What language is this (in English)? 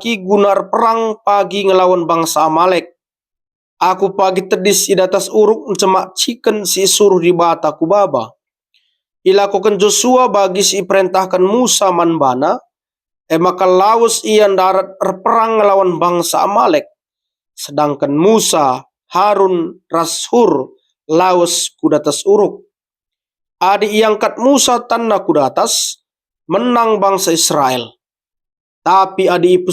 Batak Karo